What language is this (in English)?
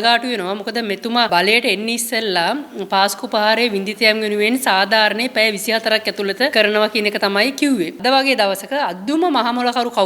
Sinhala